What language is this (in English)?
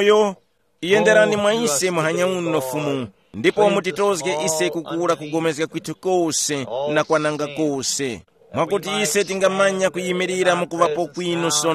Tumbuka